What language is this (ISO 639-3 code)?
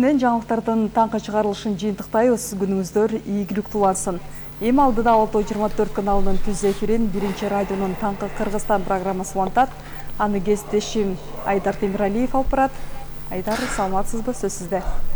kir